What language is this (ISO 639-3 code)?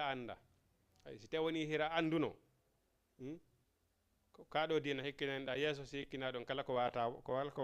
ful